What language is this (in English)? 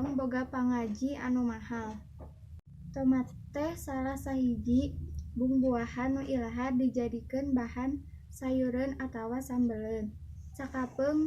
Sundanese